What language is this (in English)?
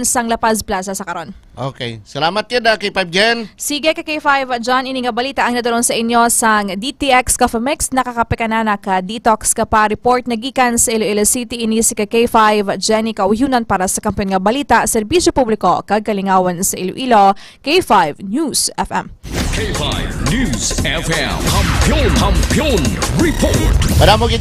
Hiligaynon